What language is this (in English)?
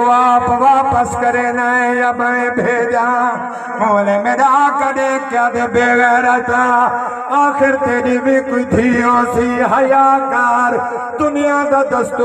Saraiki